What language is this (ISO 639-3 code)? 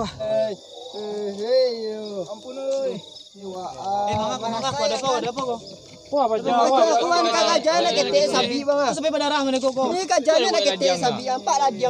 min